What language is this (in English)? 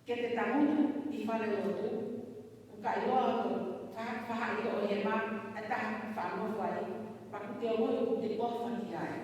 Tongan